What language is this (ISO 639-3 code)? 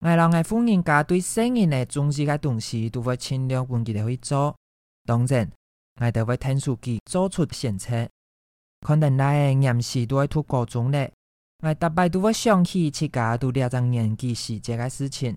hak